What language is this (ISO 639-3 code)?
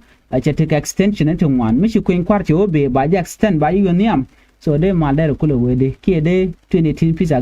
nus